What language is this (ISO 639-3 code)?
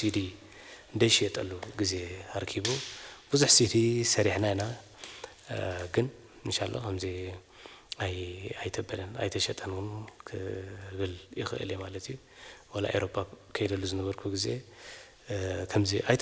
tir